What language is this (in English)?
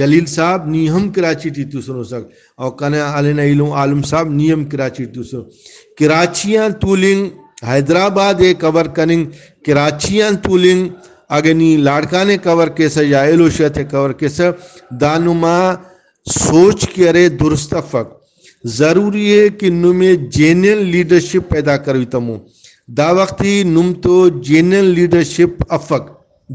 Brahui